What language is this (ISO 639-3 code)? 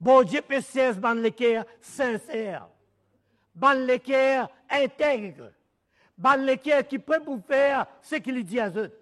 mfe